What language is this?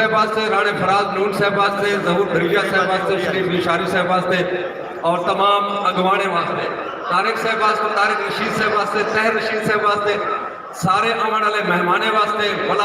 Saraiki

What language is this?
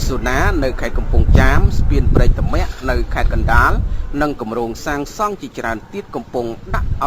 Khmer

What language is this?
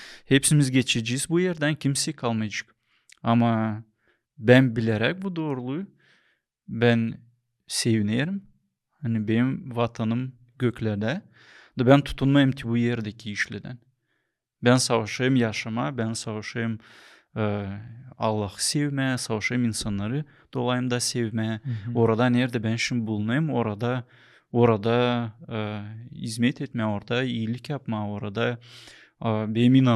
Gagauz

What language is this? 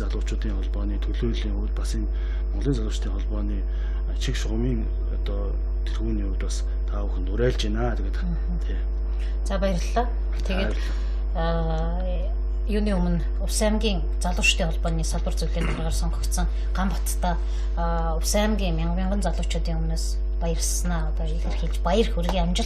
Mongolian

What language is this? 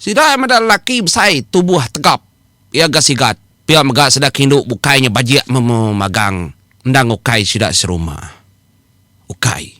Iban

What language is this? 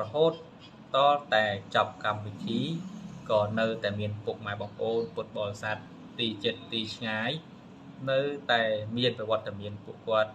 Khmer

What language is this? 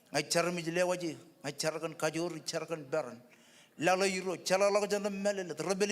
Marshallese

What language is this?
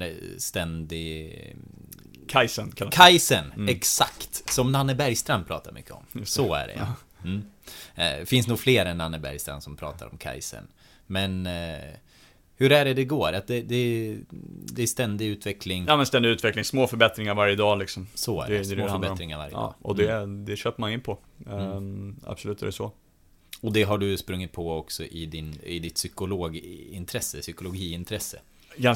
Swedish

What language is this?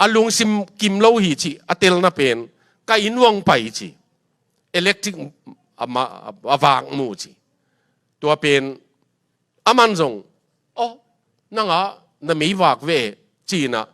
Tedim Chin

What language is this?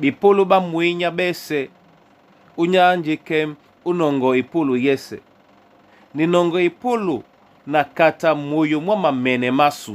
Duala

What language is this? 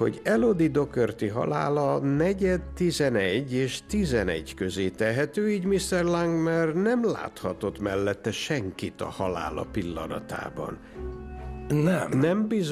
Hungarian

